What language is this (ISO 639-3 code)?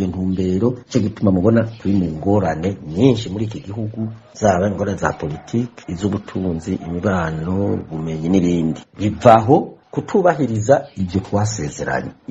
run